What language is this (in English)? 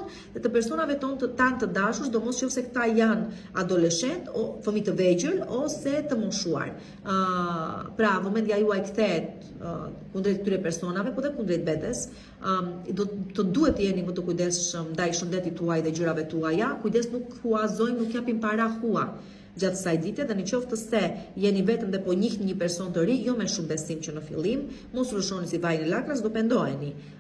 Albanian